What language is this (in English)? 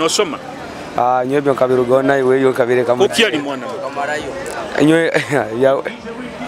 Nyoro